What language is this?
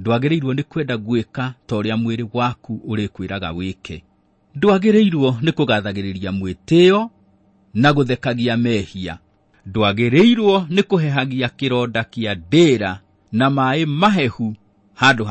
Kikuyu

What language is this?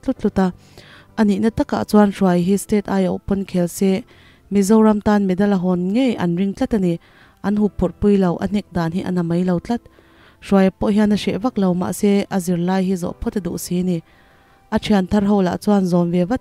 Mizo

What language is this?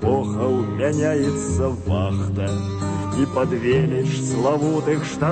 Belarusian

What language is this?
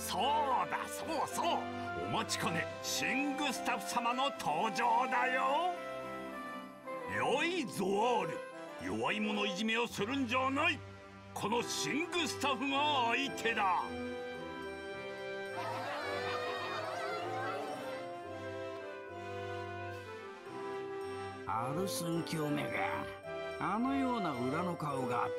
Japanese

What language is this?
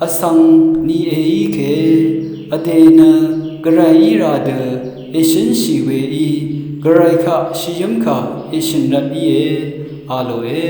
Rawang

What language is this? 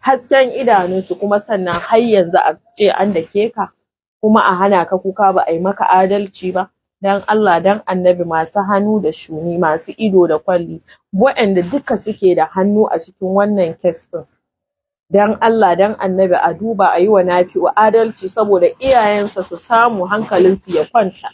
Hausa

